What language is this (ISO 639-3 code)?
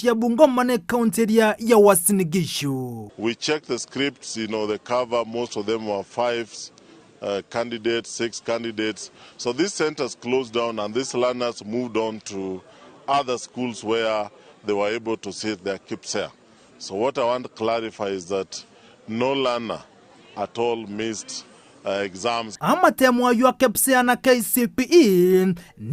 guz